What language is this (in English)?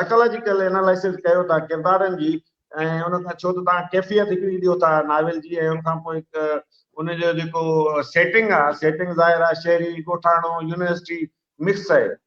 Sindhi